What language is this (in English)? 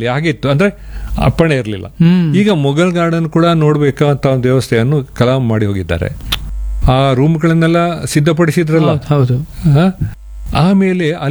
Kannada